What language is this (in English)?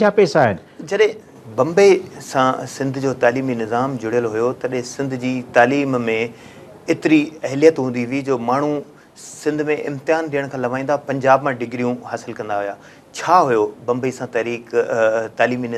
Sindhi